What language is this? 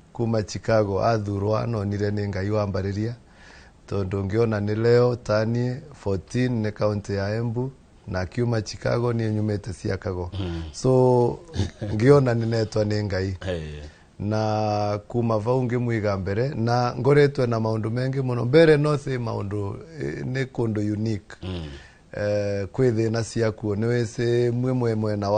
Kikuyu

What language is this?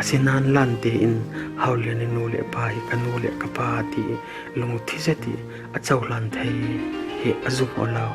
Falam Chin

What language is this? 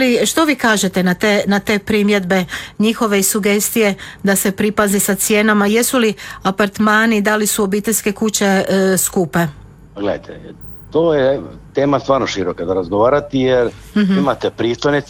Croatian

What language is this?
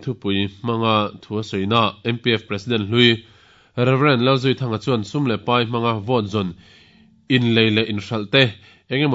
Mizo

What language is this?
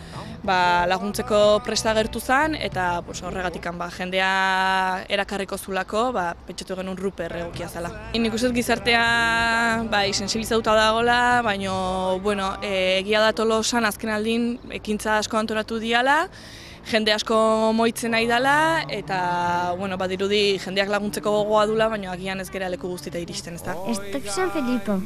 Basque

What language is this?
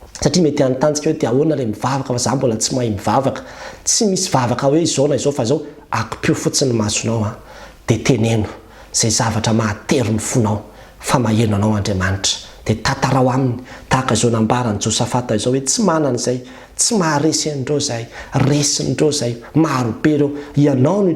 Malagasy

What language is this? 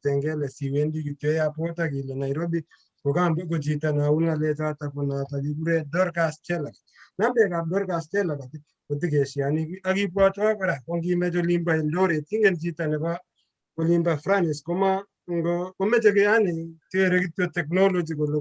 Kalenjin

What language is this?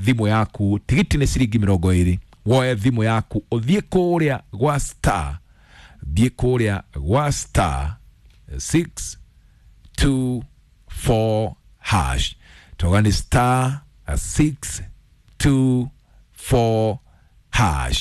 Kikuyu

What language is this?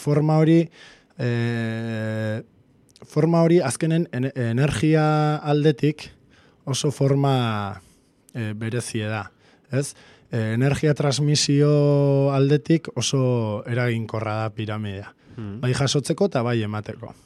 Basque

